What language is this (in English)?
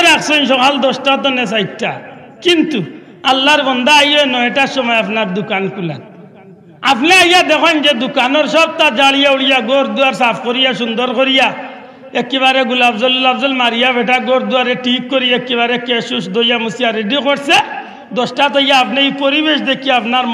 Sylheti